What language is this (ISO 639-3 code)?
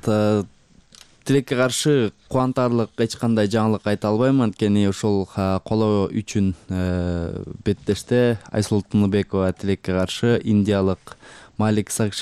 kir